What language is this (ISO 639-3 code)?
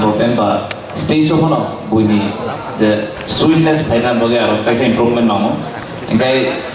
trp